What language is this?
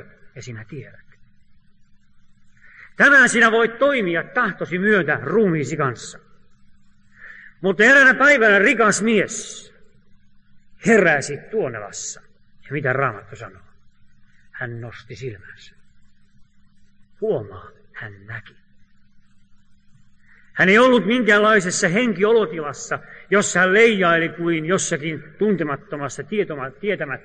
Finnish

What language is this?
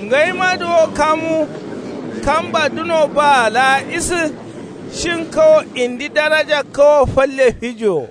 Kanuri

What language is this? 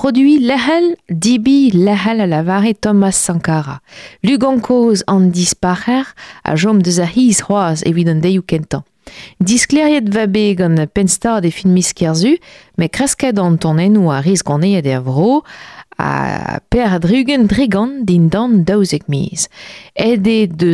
Breton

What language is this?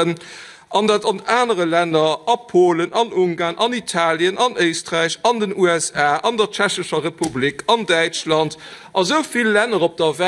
Luxembourgish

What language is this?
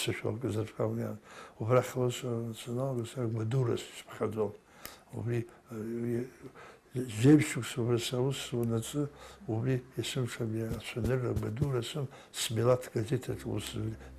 Abkhazian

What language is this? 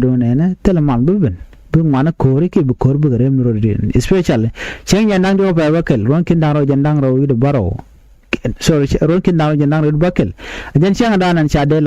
Nuer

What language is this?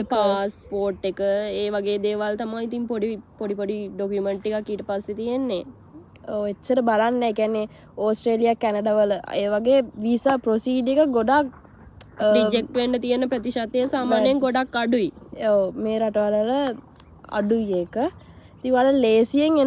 Sinhala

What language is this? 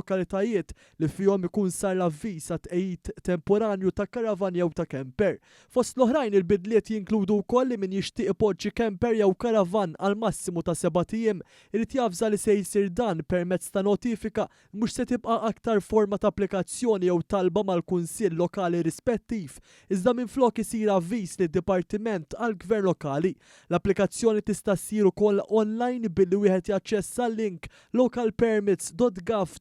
Maltese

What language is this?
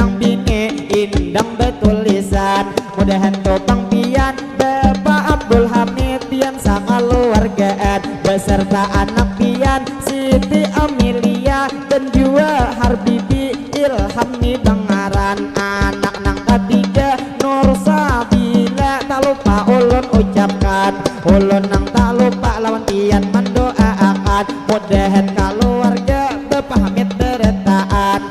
Banjar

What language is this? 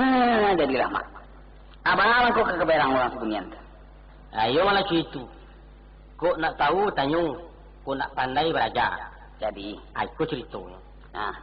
Minangkabau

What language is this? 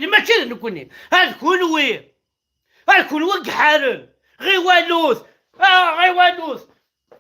Kabyle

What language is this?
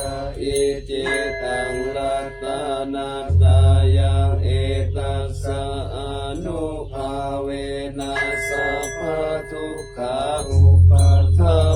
Pali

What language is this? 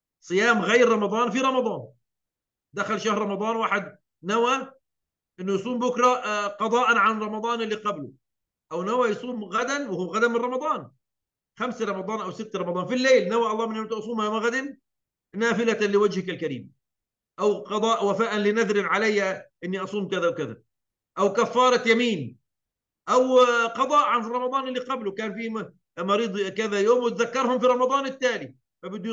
Arabic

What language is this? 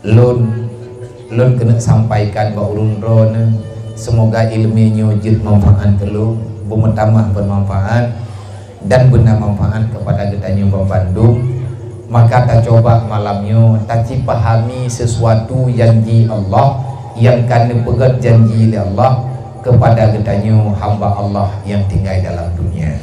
Achinese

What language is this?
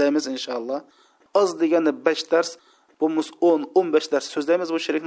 Uyghur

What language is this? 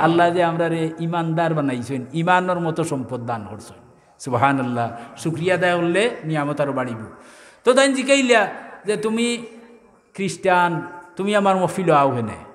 Sylheti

